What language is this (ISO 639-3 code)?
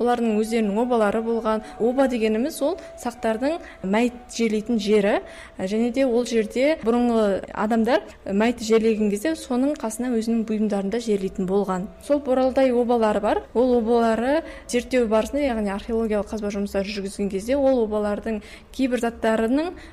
kaz